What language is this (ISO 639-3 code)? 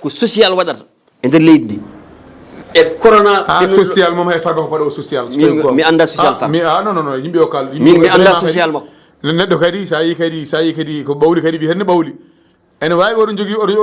ful